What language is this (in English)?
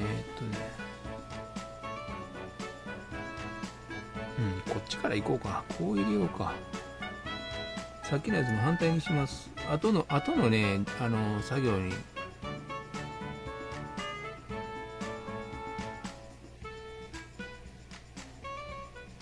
Japanese